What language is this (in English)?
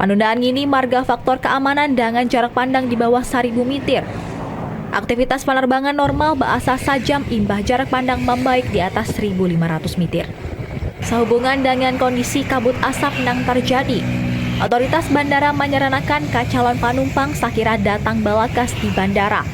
Banjar